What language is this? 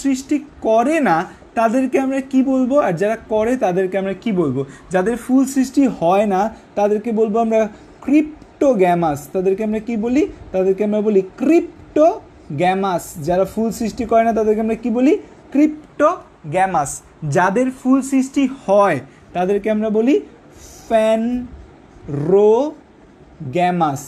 Bangla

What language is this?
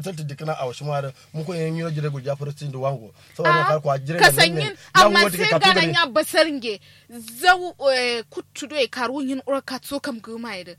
Kanuri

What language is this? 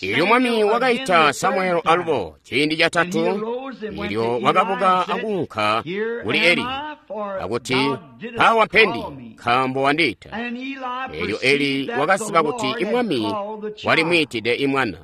Tonga (Zambia)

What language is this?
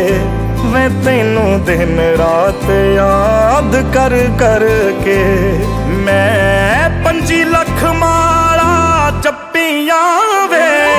Punjabi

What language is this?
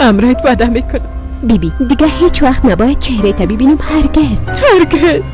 Persian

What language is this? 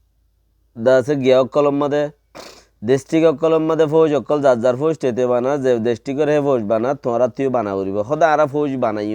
Rohingya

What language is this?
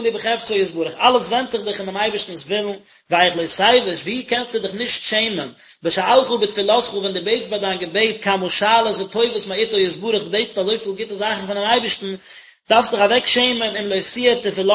Yiddish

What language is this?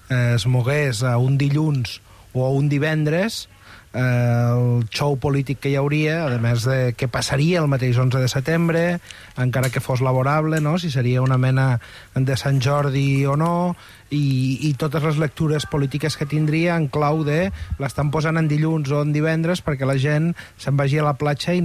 Catalan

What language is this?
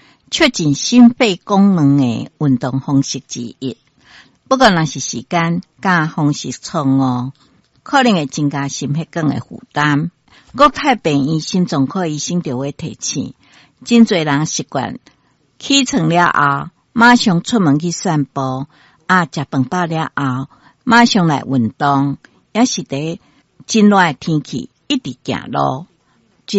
Min Nan Chinese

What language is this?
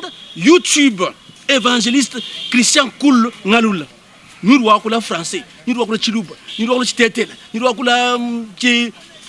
Luba-Lulua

